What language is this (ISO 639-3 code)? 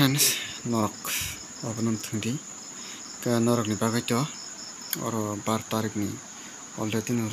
trp